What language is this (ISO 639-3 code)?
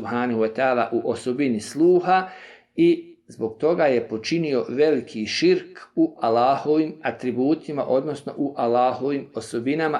bos